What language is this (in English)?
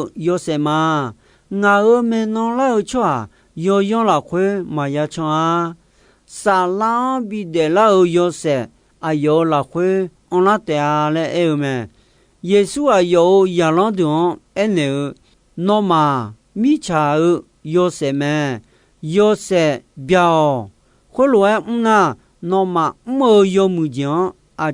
Akha